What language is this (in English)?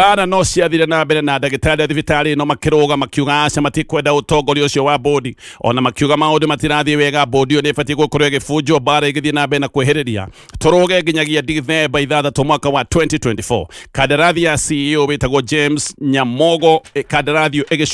Kikuyu